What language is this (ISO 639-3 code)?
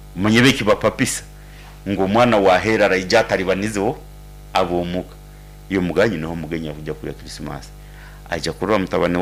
nyn